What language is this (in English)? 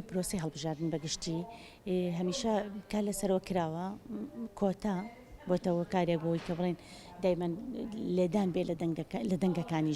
Central Kurdish